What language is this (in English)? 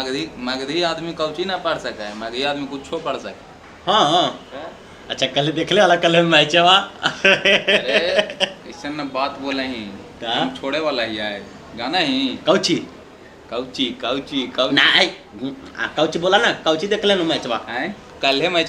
Magahi